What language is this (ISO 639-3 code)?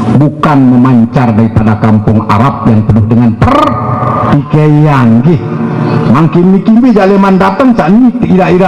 sas